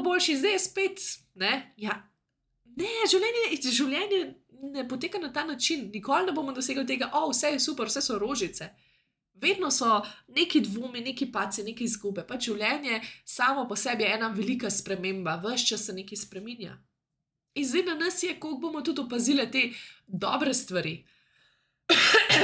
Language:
Slovenian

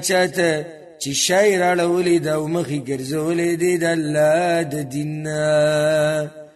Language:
Pashto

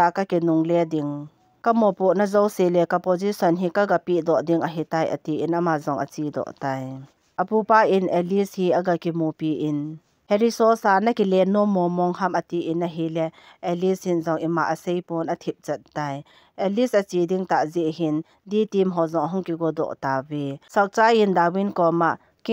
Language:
Thado Chin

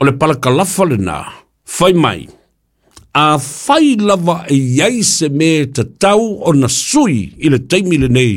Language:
Samoan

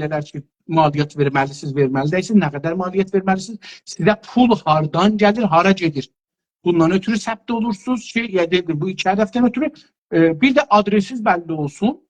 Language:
South Azerbaijani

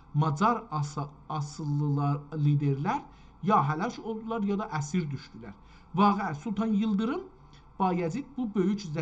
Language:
South Azerbaijani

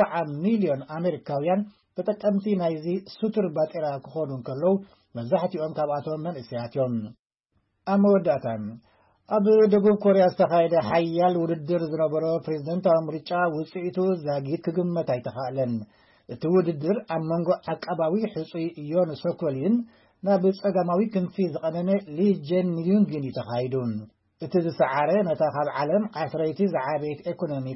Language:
Tigrinya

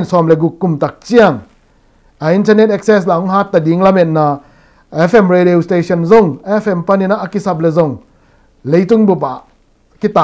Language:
Tedim Chin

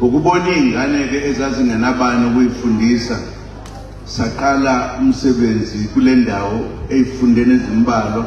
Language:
Zulu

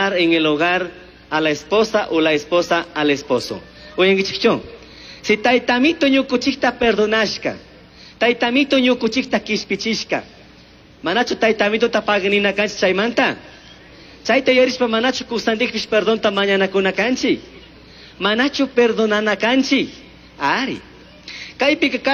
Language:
Chimborazo Highland Quichua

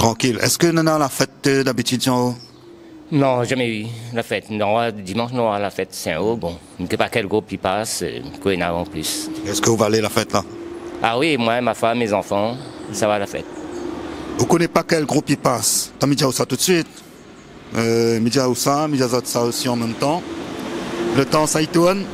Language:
Réunion Creole French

